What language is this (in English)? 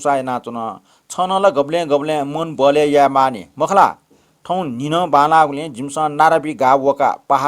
Newari